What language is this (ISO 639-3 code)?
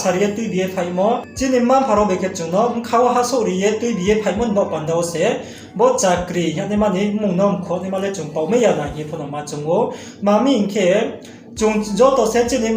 ria